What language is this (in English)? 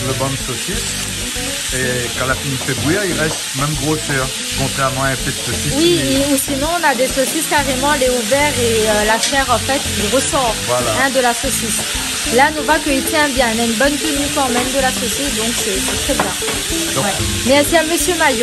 Réunion Creole French